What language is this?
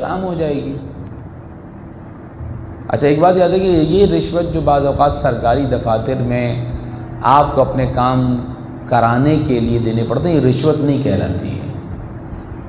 Urdu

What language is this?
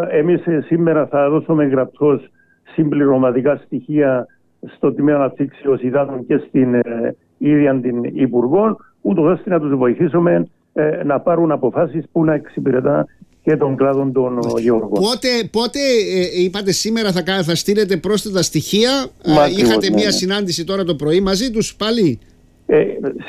Greek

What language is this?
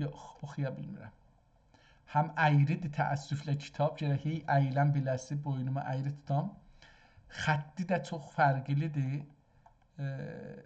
South Azerbaijani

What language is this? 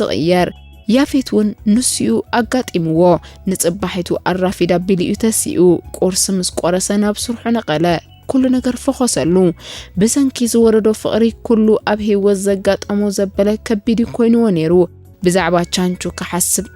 Tigrinya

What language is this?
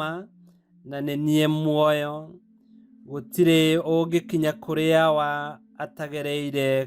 Kikuyu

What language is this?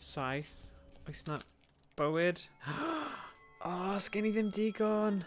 Welsh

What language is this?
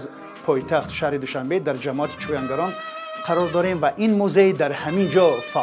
Tajik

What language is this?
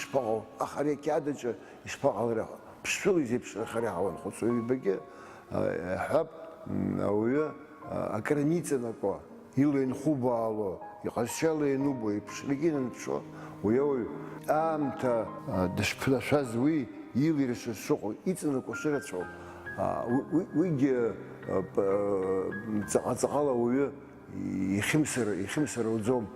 Abkhazian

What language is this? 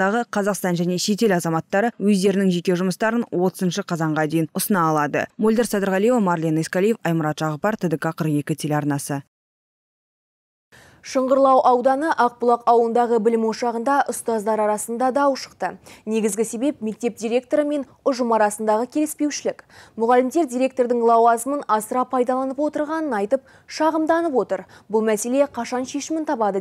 Kazakh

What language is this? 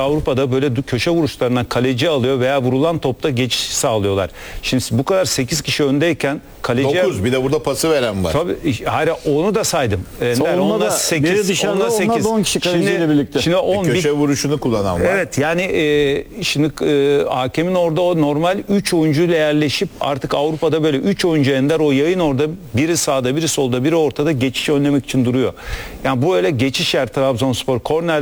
Turkish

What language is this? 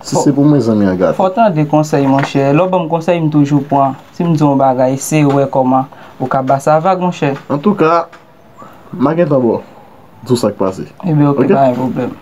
Haitian Creole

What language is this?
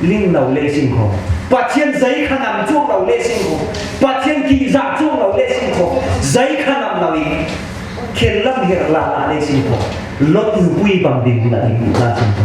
Falam Chin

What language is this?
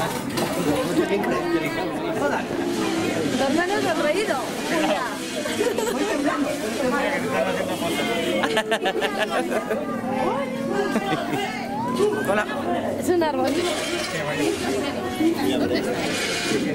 Spanish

